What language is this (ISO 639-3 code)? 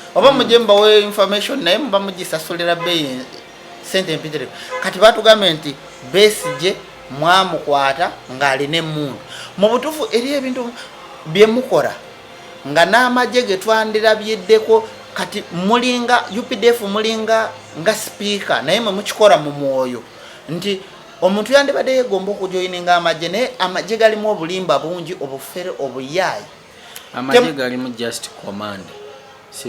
lug